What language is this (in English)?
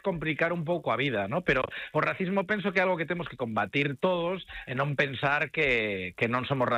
Galician